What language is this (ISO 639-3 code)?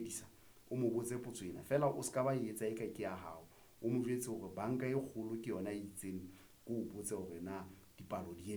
sot